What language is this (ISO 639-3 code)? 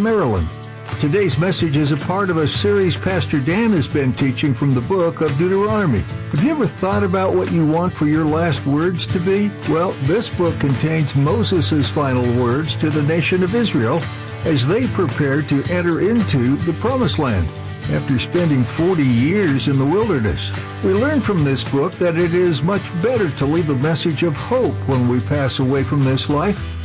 eng